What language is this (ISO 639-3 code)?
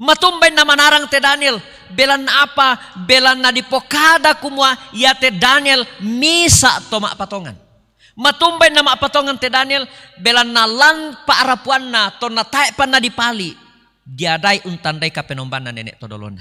sda